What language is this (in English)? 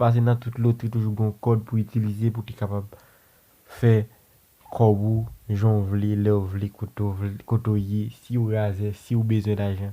Haitian Creole